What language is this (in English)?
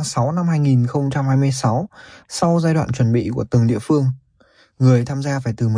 Vietnamese